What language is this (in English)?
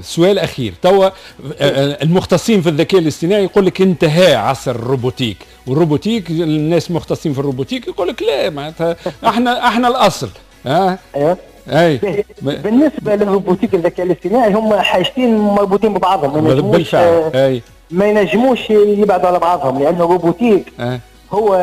Tunisian Arabic